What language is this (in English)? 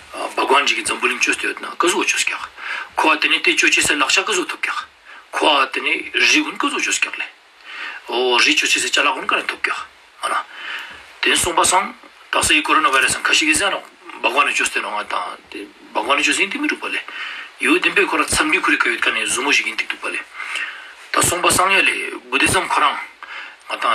Ladakhi